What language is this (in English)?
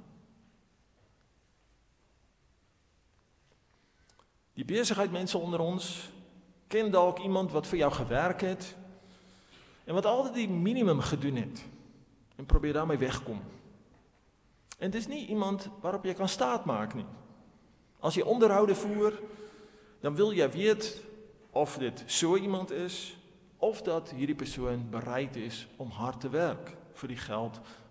Afrikaans